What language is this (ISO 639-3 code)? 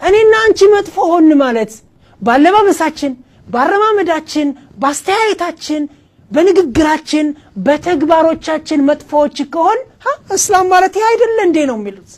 amh